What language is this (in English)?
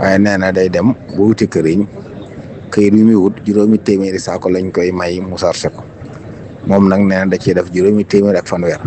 Wolof